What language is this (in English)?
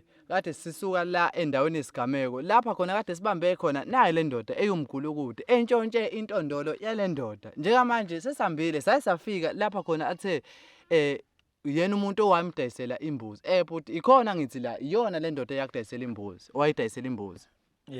Zulu